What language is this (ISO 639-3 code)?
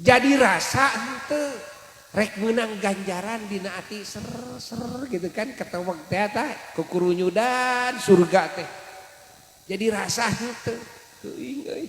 sun